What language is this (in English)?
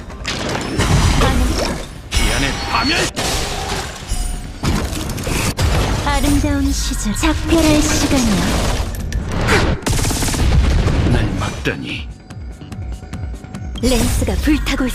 Korean